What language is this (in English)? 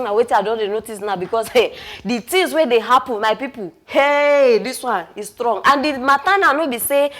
Nigerian Pidgin